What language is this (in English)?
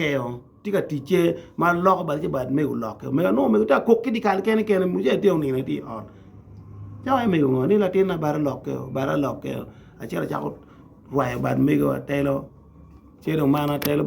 Acoli